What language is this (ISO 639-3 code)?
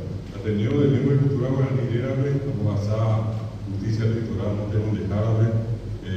grn